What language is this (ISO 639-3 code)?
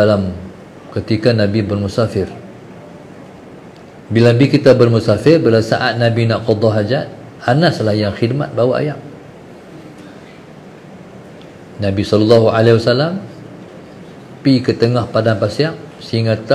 msa